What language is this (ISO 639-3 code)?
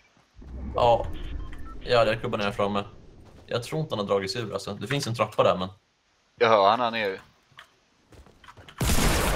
swe